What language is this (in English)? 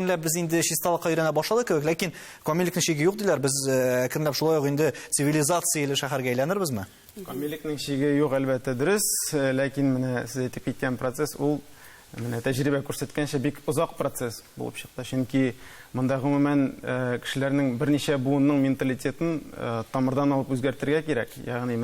Tatar